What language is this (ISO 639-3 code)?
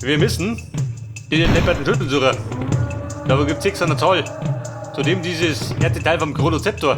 bar